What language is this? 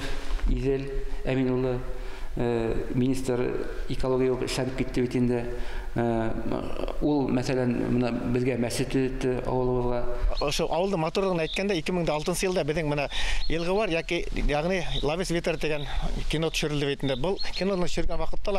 Bashkir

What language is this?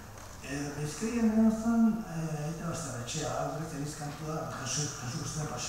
Basque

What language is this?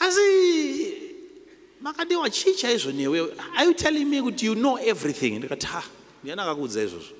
Shona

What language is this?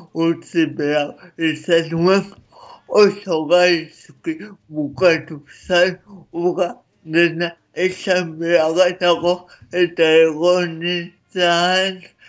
Basque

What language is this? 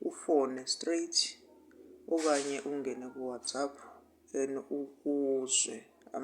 Zulu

